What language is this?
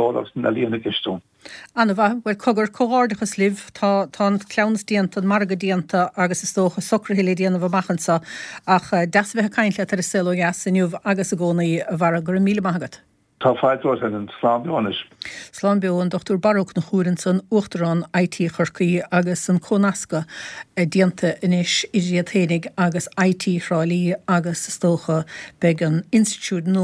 Irish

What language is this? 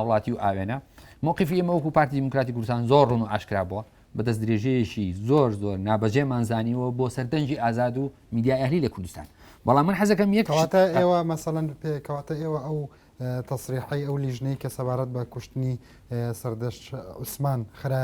Central Kurdish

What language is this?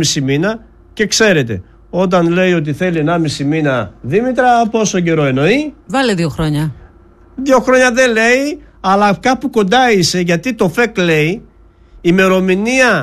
Greek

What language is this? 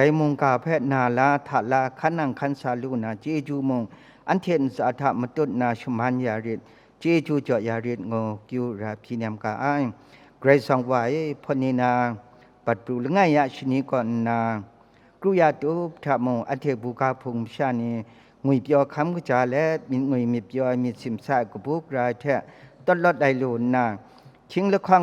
Kachin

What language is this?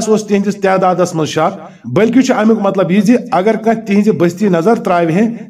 Kashmiri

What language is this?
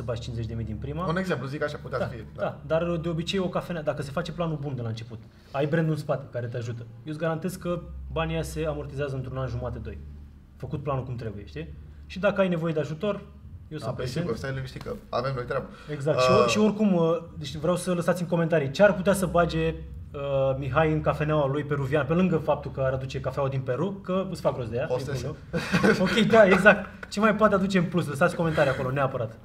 Romanian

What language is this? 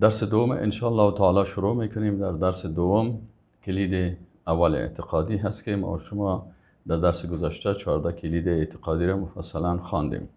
Persian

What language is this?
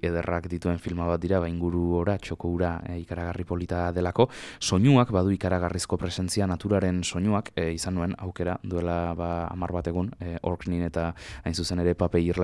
Basque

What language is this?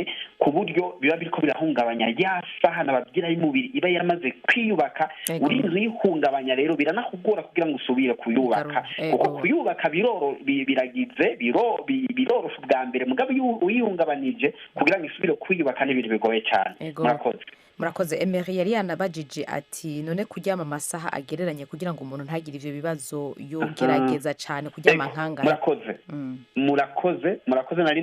Rundi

